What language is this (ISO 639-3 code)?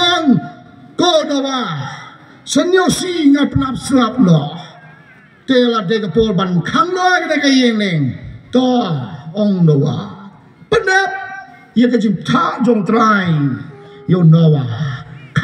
kha